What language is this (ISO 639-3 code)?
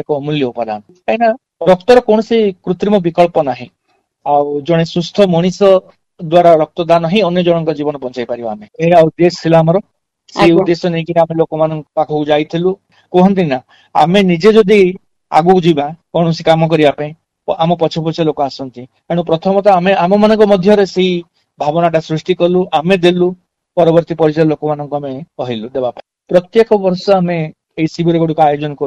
ori